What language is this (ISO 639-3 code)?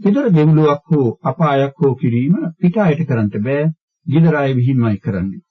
sin